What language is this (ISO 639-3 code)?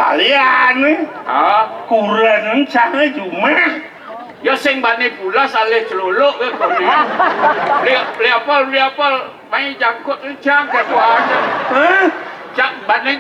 ban